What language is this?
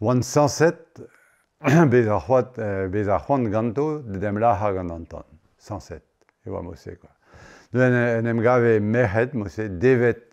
Breton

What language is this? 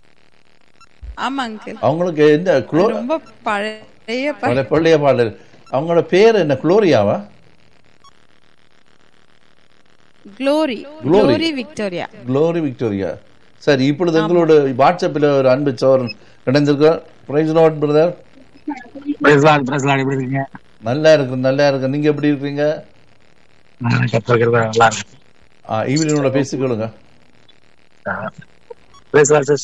Tamil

